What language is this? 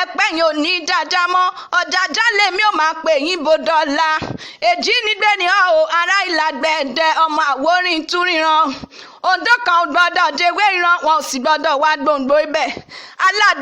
Yoruba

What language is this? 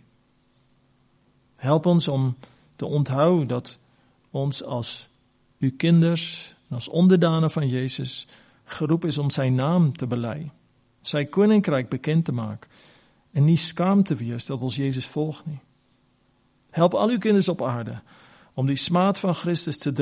Afrikaans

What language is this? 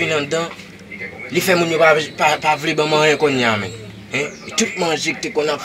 Haitian Creole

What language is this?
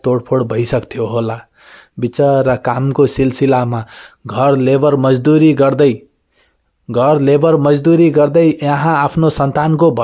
Nepali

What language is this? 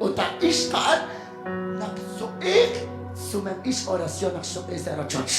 Kekchí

